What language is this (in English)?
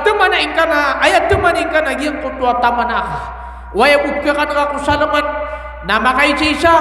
Maranao